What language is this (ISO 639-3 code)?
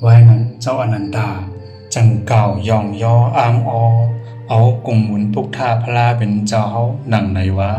shn